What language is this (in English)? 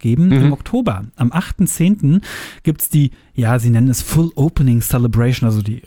German